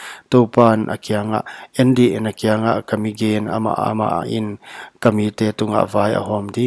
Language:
Paite Chin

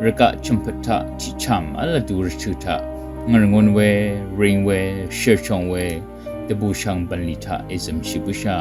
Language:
Rawang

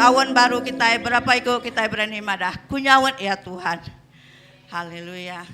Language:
Iban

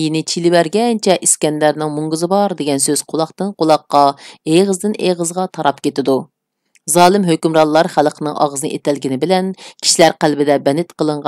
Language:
Uyghur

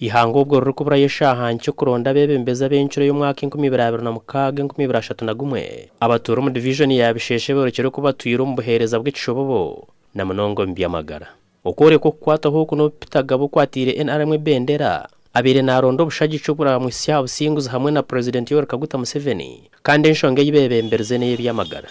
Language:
Nyankole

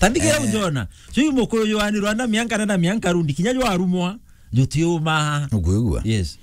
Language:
Meru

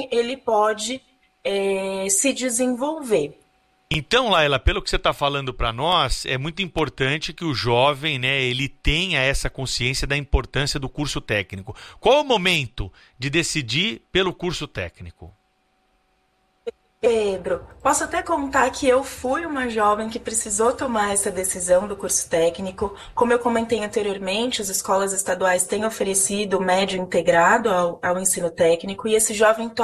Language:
Portuguese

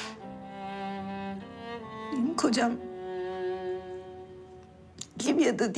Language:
Turkish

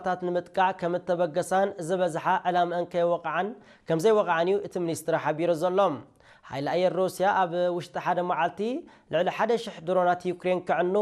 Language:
Tigrinya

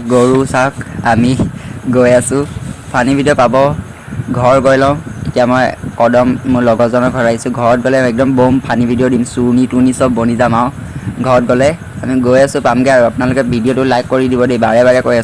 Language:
Assamese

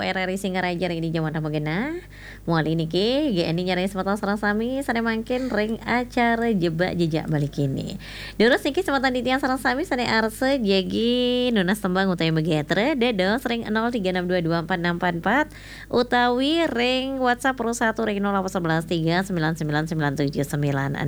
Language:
Balinese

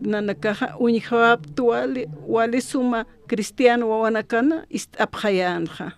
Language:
Aymara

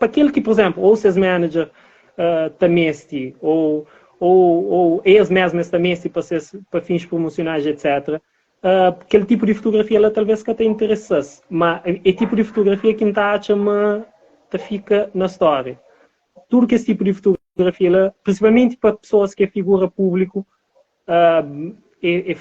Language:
Kabuverdianu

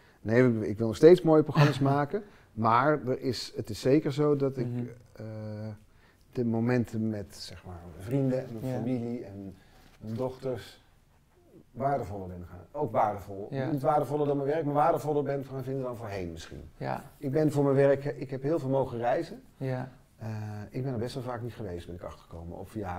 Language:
Dutch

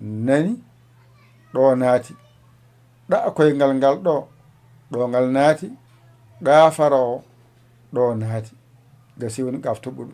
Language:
Fula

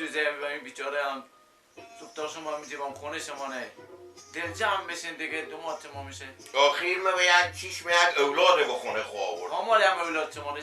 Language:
Persian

